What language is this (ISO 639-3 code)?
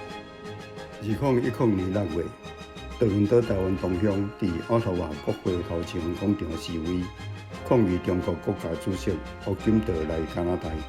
nan